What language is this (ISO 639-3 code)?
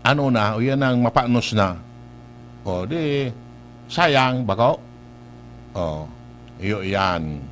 bik